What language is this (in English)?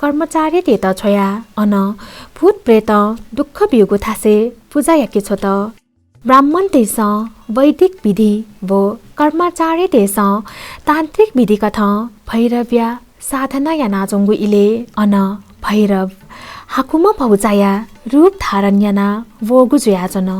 Newari